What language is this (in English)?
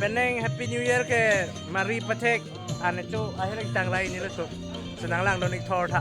Karbi